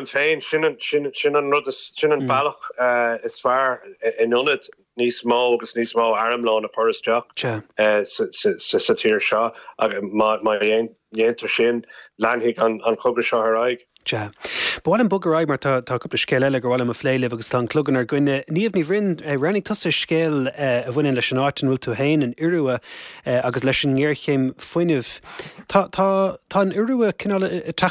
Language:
Irish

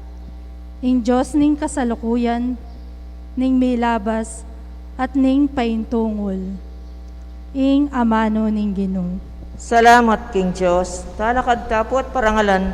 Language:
Pampanga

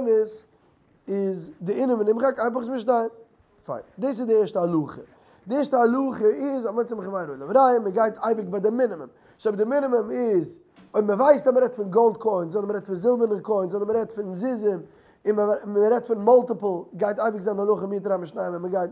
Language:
Yiddish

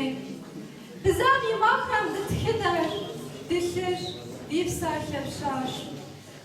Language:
Kabardian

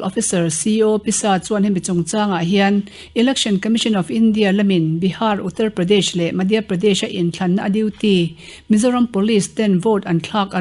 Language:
Mizo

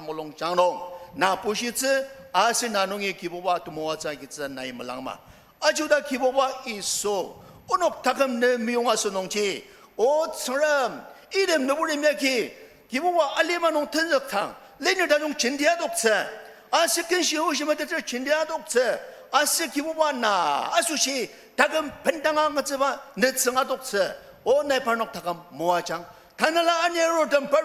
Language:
Ao Naga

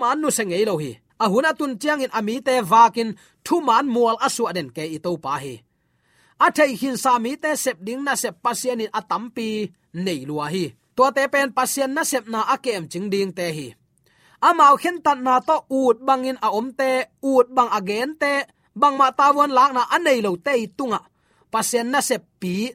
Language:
Tedim Chin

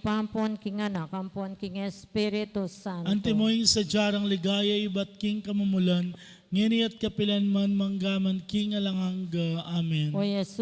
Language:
Pampanga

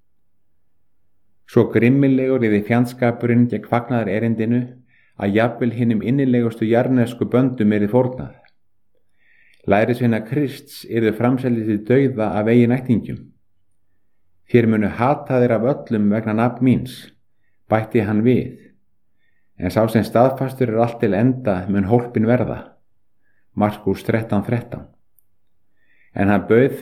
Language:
Icelandic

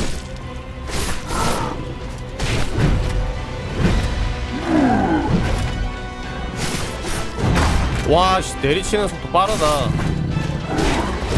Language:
Korean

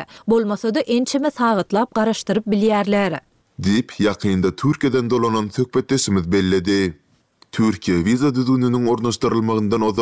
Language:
Turkmen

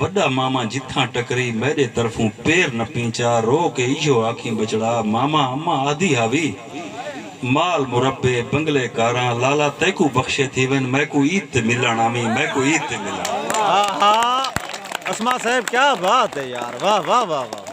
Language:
Saraiki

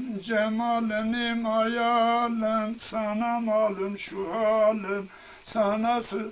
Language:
Zaza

